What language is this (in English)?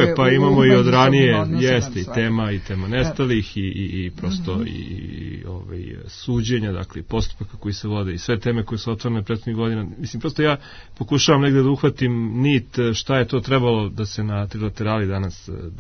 Serbian